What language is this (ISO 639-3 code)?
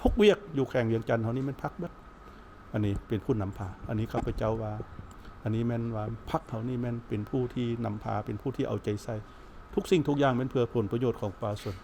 lao